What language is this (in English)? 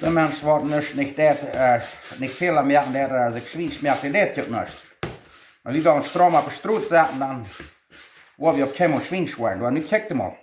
Plautdietsch